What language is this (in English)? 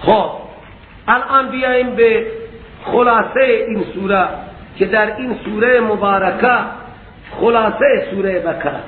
Persian